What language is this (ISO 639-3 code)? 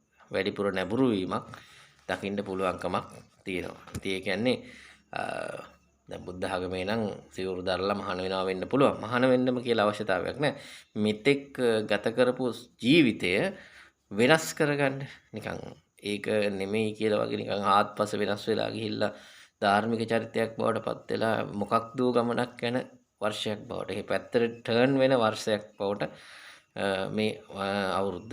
sin